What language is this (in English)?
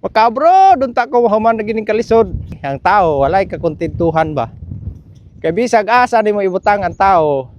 Cebuano